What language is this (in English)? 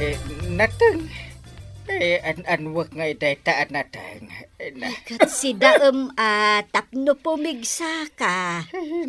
Iloko